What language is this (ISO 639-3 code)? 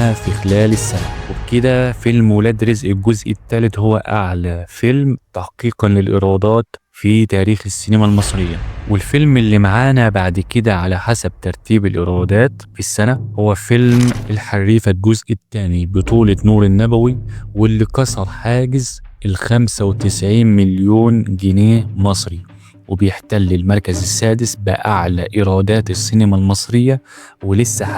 arz